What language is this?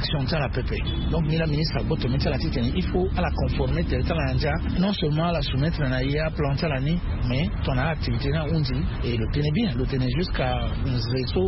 Sango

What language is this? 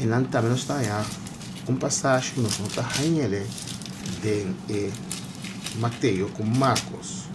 Papiamento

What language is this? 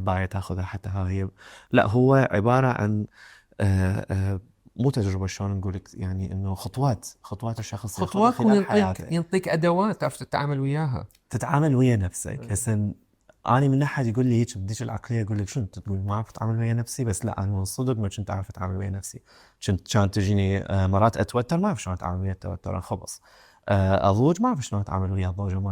Mesopotamian Arabic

